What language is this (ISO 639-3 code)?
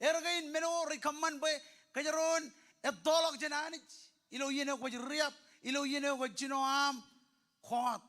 mah